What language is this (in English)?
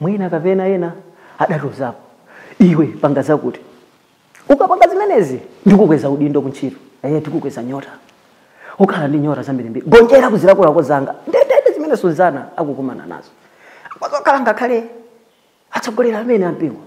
Nyanja